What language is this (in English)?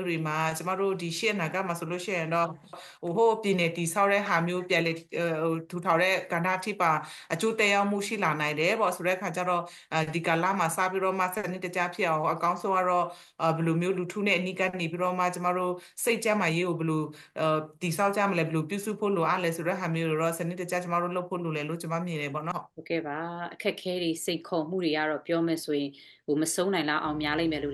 Burmese